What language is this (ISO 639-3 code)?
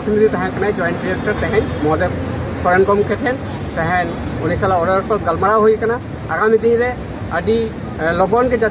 sat